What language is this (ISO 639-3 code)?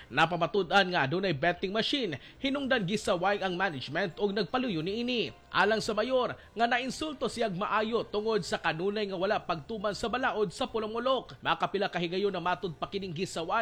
ceb